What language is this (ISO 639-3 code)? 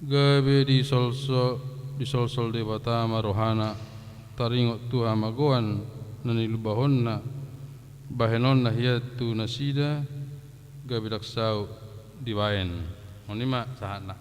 bbc